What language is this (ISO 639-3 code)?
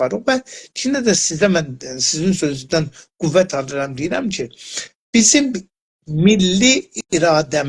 azb